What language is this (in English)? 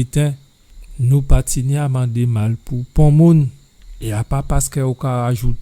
Guadeloupean Creole French